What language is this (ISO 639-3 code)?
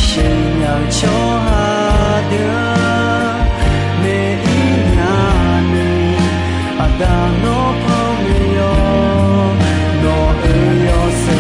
ahk